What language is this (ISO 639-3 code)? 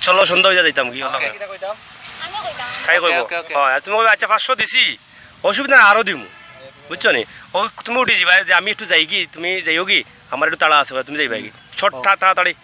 syl